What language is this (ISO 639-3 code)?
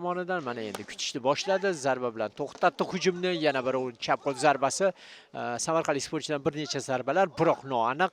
uzb